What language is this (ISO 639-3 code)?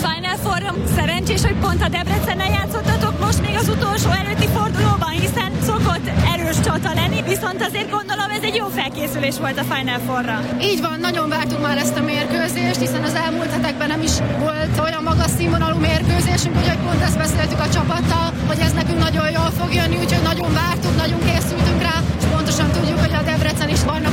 hun